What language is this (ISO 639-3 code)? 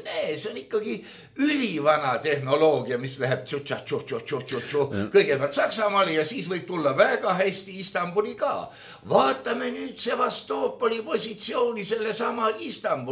est